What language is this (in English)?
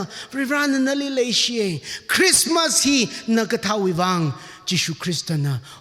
Tangkhul Naga (India)